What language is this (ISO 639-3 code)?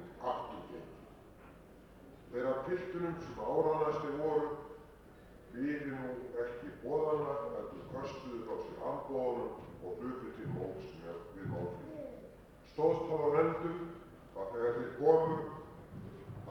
isl